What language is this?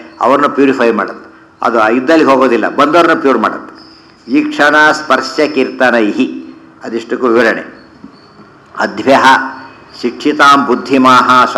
Kannada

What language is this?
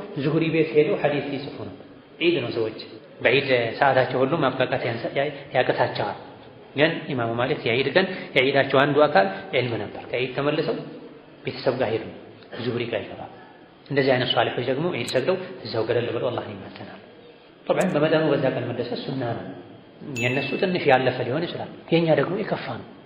Amharic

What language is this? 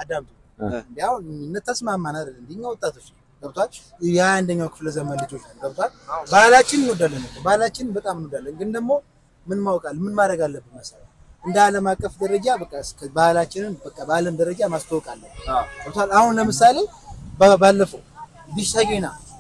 Amharic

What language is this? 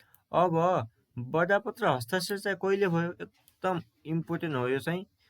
Nepali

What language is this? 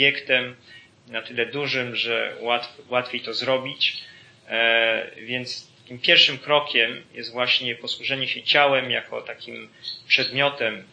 Polish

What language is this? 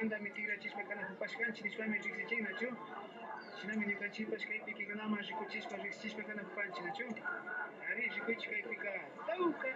Imbabura Highland Quichua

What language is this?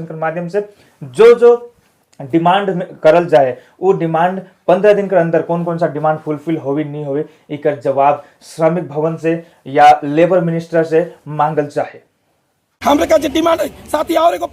Sadri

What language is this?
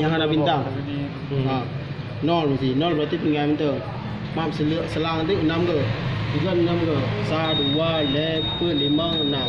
Achinese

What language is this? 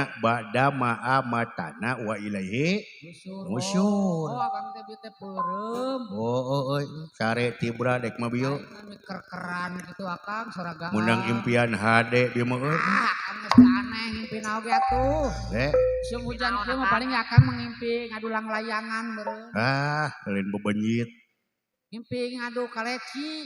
Sundanese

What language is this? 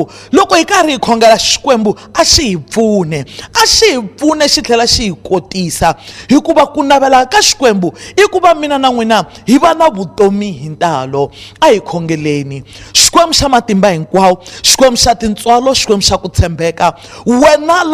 Tsonga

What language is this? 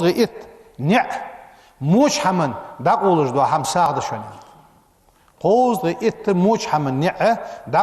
Ingush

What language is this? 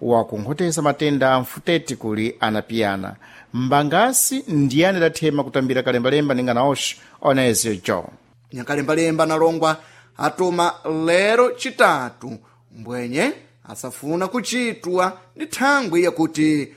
Sena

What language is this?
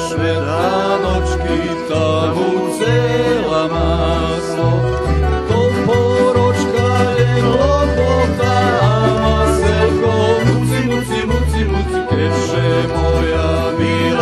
Rusyn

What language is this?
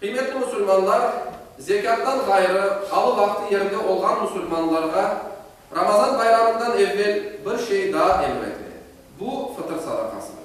Crimean Tatar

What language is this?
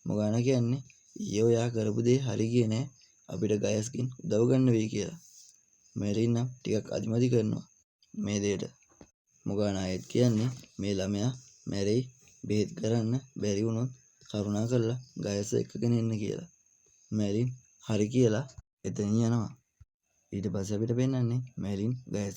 Sinhala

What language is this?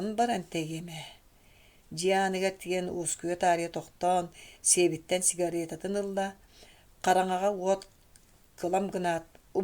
Yakut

